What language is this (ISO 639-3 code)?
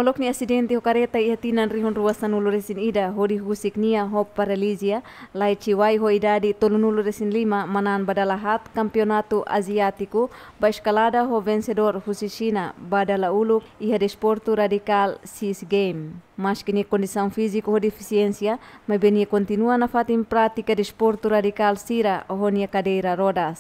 tet